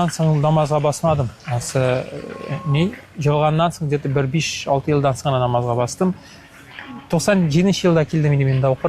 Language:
Tatar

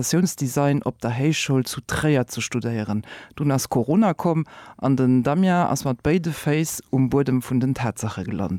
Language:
Luxembourgish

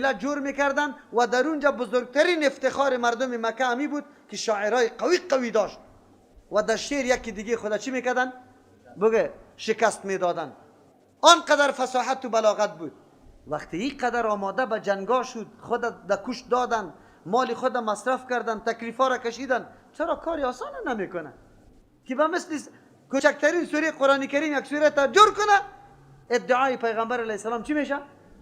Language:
Persian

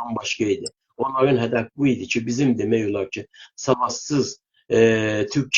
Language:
South Azerbaijani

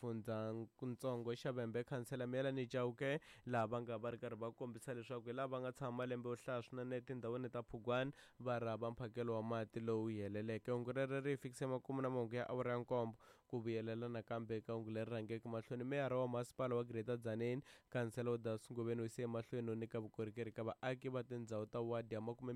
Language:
Tsonga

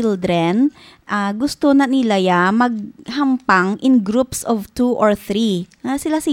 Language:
Hiligaynon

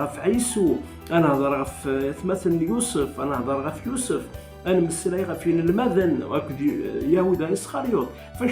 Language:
Kabyle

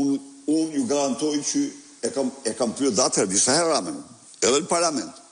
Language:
Albanian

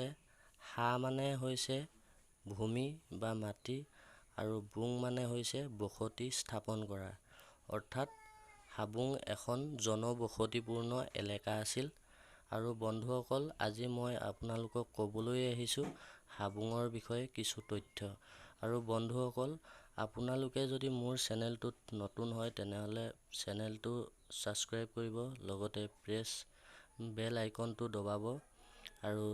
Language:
Assamese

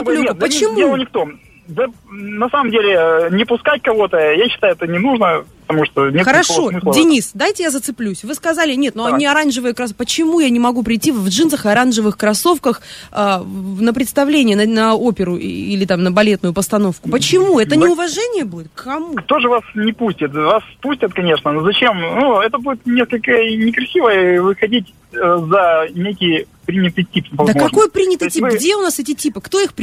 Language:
Russian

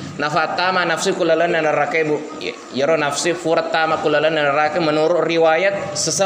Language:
Buginese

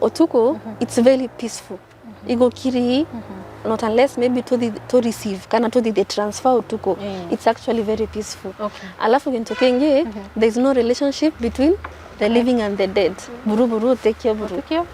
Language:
Meru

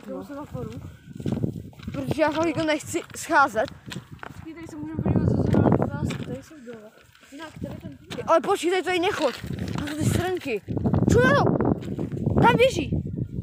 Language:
Czech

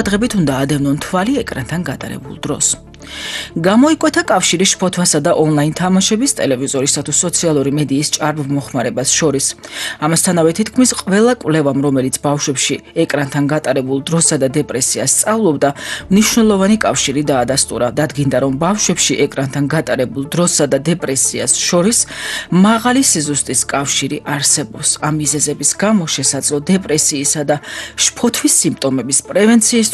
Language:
Georgian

